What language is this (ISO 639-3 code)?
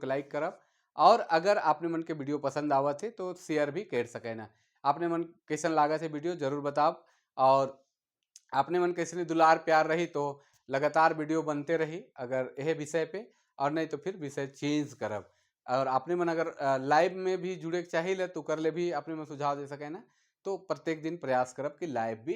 sck